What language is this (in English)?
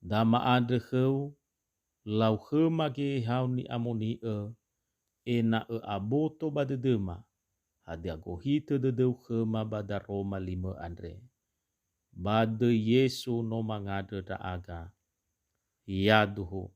Nias